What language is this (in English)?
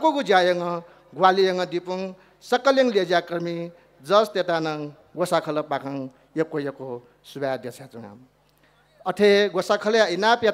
Newari